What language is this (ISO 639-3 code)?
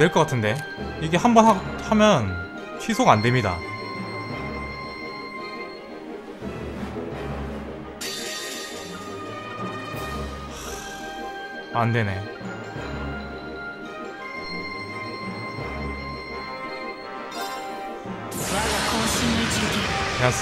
kor